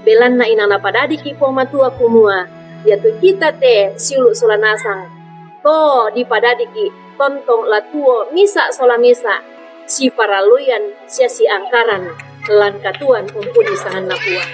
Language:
Toraja-Sa'dan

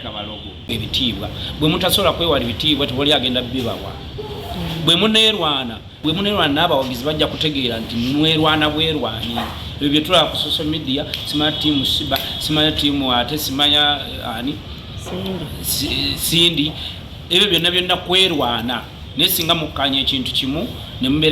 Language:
Ganda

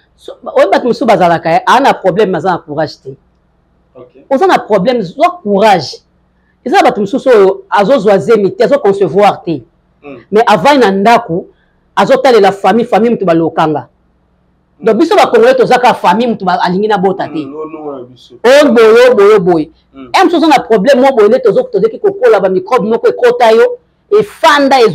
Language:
Lingala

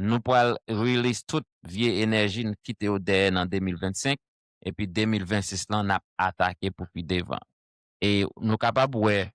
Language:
Haitian Creole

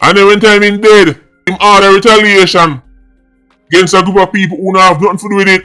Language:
Jamaican Creole English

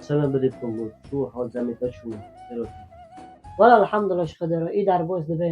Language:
Kurdish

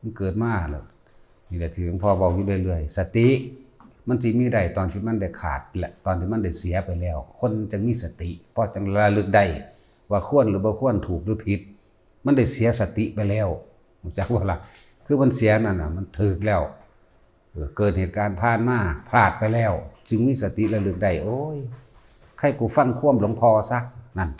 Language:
Northeastern Thai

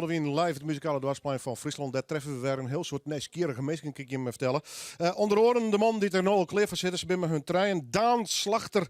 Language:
Western Frisian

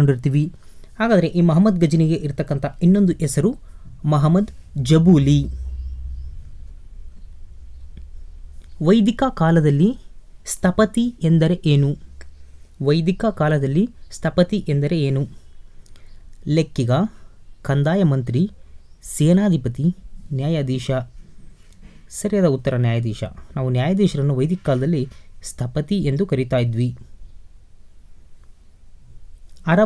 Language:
Kannada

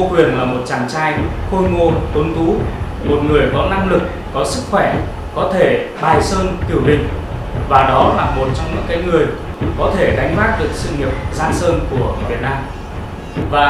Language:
Vietnamese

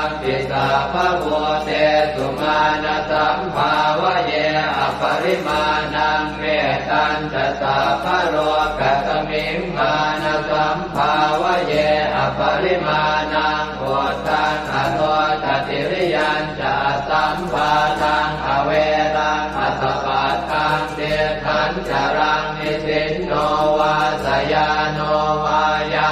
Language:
Pali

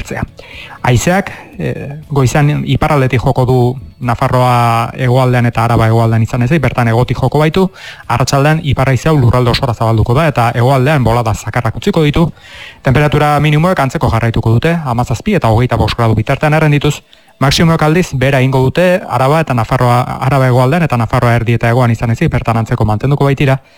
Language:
Basque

